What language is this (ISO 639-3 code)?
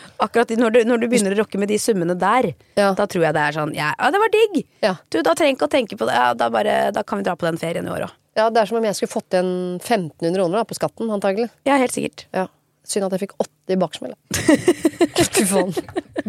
nor